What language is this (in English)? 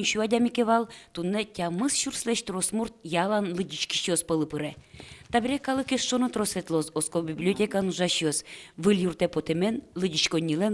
Udmurt